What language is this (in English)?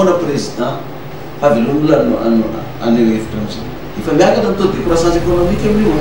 Malagasy